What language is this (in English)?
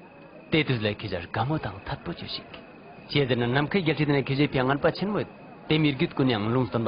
Ladakhi